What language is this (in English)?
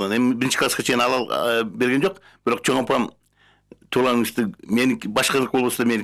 Kyrgyz